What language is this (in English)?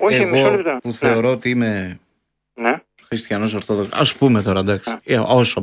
Greek